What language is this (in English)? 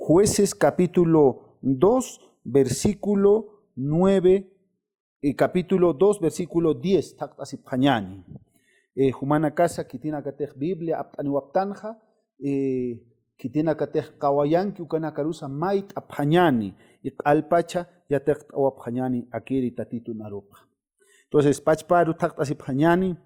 Aymara